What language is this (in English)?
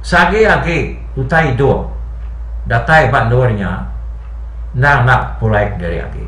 Iban